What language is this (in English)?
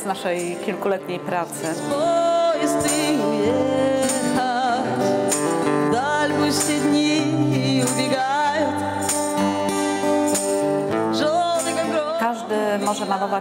Polish